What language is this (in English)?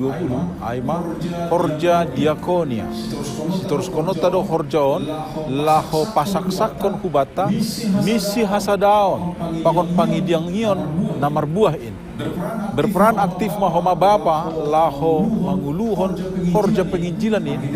Batak Simalungun